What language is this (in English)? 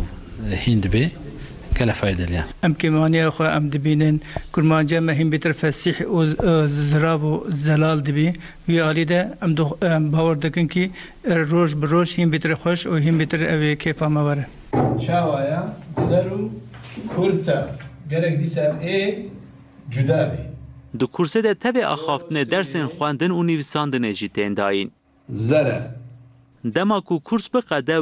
Kurdish